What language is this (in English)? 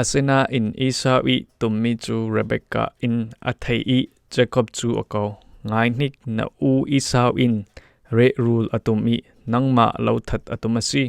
Falam Chin